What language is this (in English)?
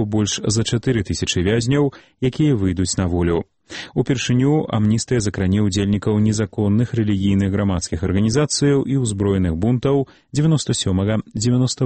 Belarusian